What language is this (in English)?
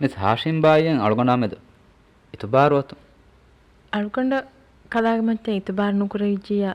Divehi